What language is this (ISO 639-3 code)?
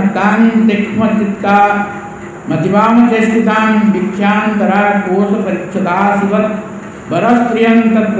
ori